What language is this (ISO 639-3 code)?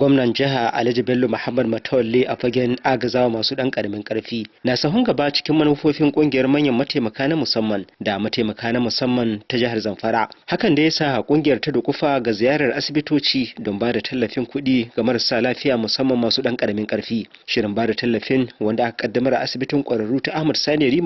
hau